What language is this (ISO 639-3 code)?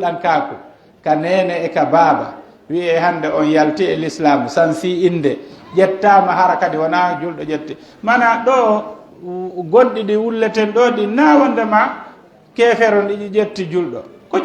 fuf